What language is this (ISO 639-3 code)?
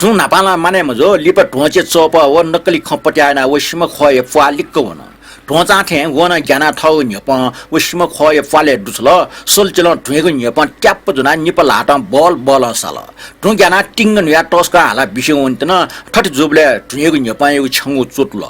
new